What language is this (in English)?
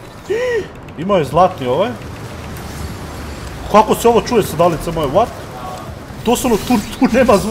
Croatian